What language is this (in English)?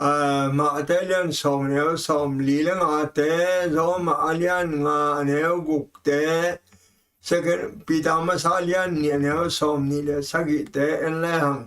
Tedim Chin